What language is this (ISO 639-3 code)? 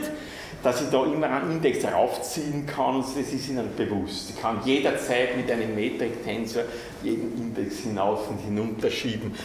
deu